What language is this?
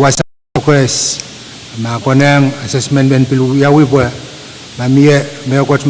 Pohnpeian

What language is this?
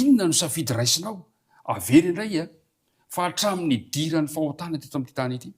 Malagasy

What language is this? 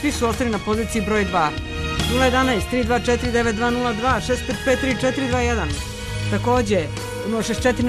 Serbian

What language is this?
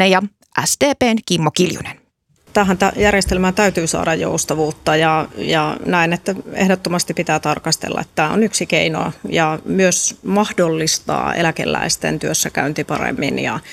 Finnish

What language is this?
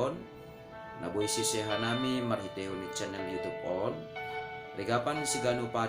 Batak Simalungun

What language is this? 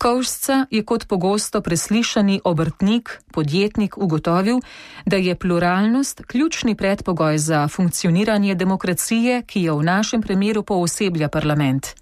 Slovenian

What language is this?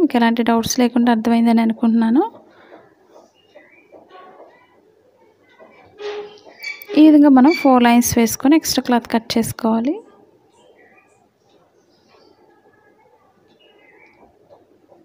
Telugu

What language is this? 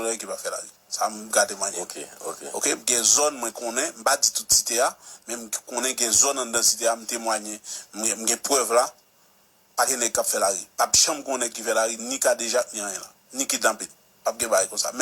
Haitian Creole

